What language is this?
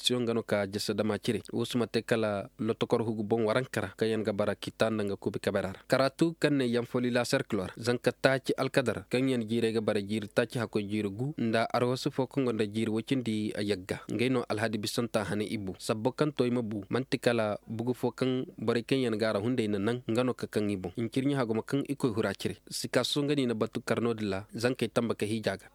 Zarma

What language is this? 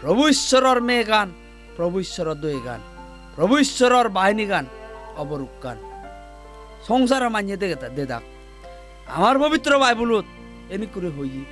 Chakma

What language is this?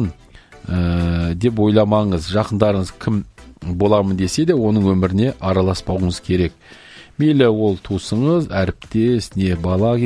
Kazakh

